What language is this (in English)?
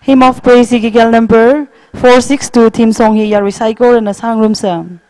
Tangkhul Naga (India)